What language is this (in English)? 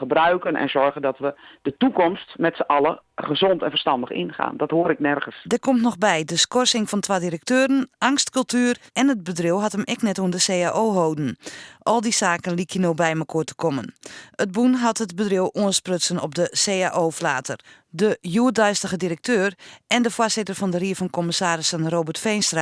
Western Frisian